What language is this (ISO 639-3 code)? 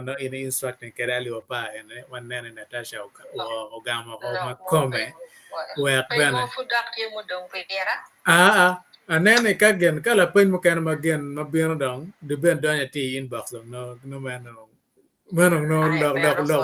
ach